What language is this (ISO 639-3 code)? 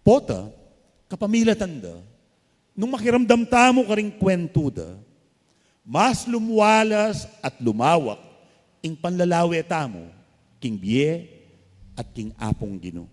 pam